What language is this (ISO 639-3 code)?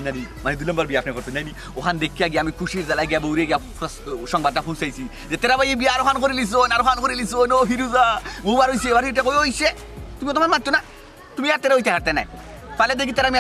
syl